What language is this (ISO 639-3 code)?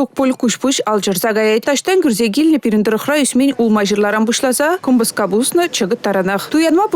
chv